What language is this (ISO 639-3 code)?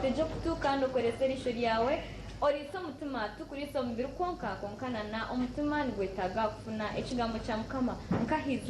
nyn